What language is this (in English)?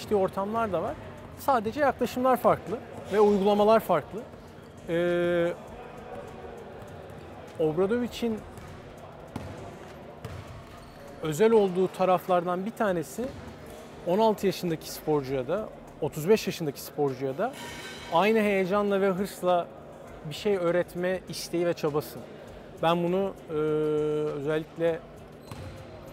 Turkish